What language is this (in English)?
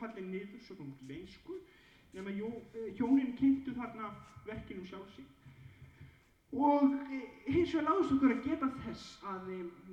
Icelandic